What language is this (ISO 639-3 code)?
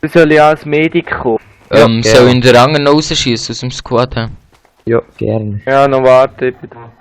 gsw